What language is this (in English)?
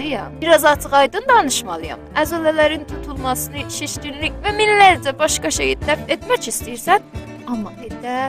South Azerbaijani